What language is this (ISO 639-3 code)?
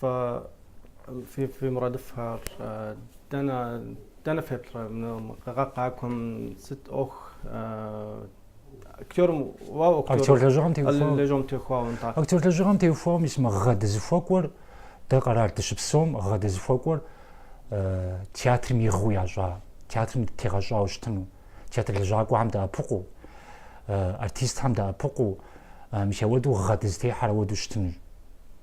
kbd